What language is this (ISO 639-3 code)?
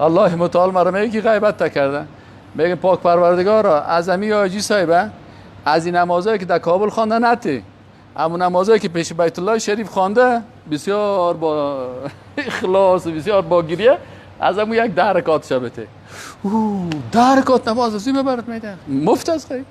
fas